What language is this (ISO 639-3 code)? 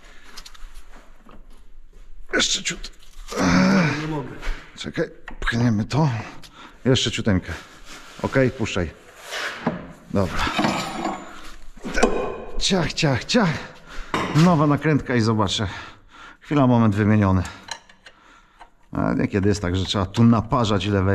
pol